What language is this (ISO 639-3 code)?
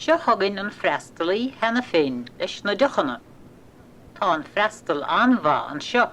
gle